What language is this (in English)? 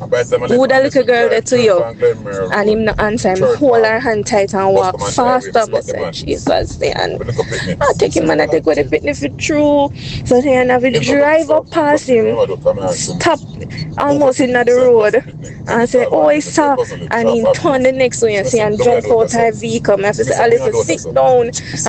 Jamaican Creole English